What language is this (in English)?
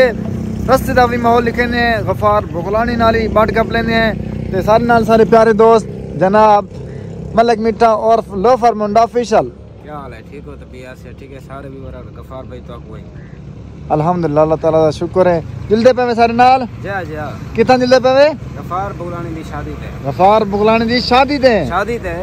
Saraiki